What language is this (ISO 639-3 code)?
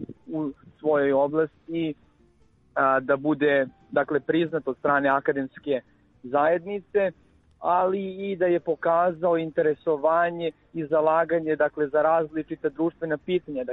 srp